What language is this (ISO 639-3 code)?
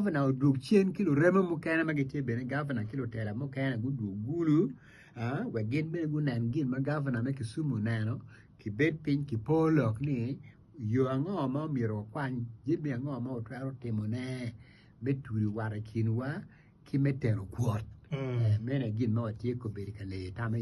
ach